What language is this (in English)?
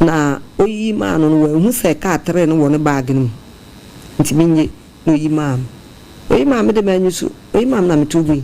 Akan